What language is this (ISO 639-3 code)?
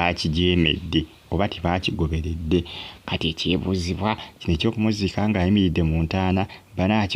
lug